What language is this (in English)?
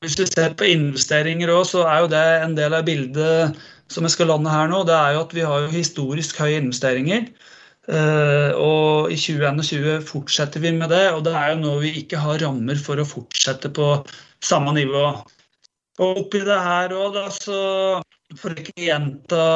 Norwegian